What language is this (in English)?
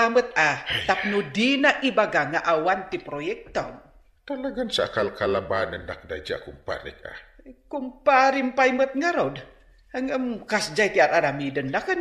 Iloko